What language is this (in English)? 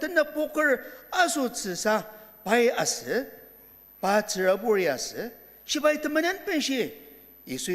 Ao Naga